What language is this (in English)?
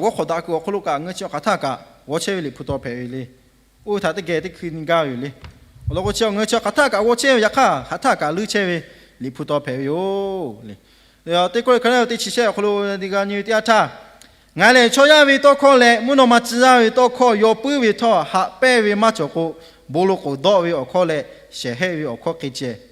Lahu